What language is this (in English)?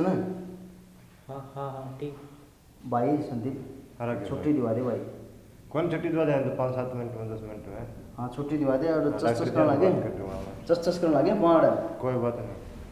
Haryanvi